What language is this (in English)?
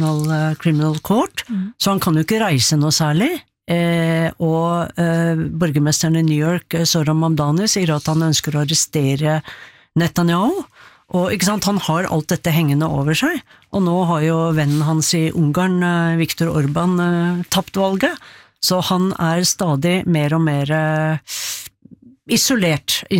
Norwegian